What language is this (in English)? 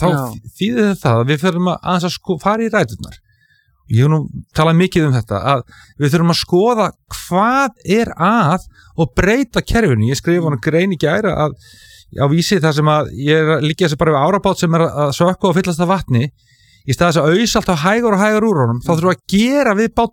Icelandic